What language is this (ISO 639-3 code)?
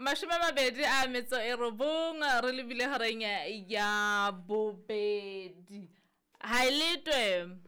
sot